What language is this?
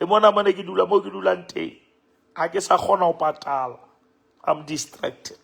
Southern Sotho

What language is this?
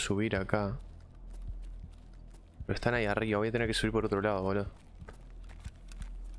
Spanish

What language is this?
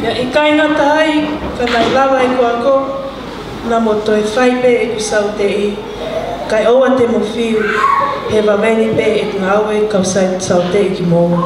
Tongan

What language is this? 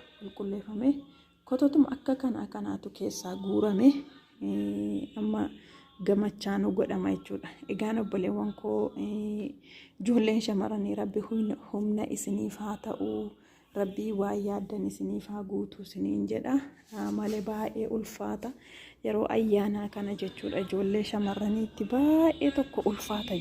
Oromo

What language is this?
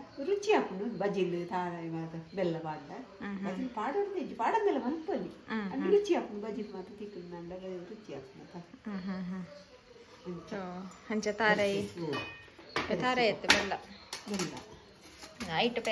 Tulu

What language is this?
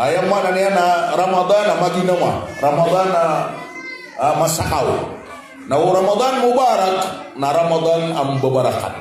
Maranao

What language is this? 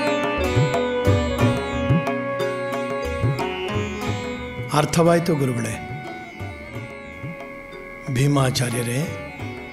Kannada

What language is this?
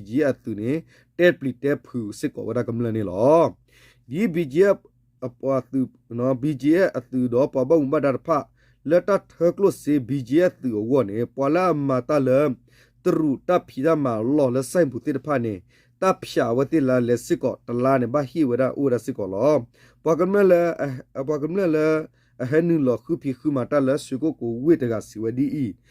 S'gaw Karen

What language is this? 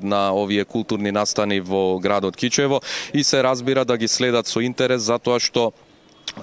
Macedonian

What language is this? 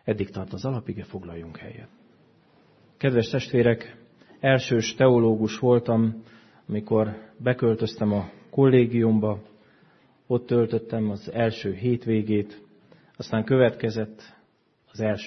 Hungarian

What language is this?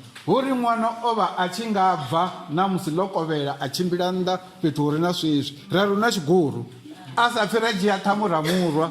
Venda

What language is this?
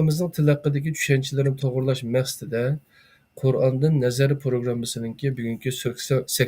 Uyghur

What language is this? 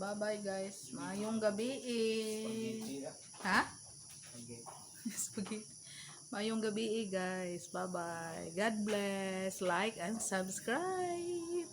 Cebuano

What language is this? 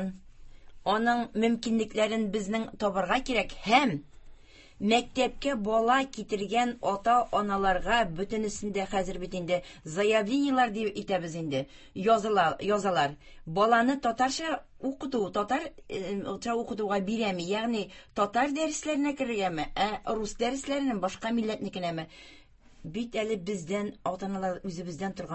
Tatar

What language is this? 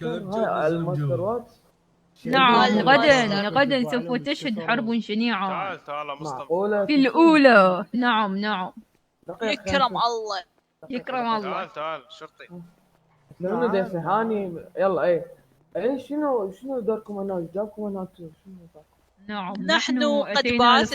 Mesopotamian Arabic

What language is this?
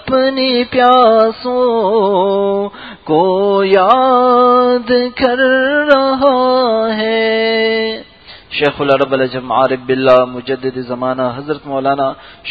Urdu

